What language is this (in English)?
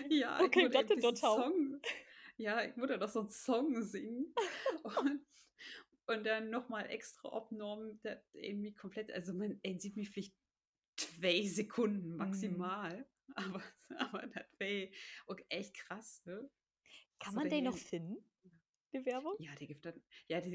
Low German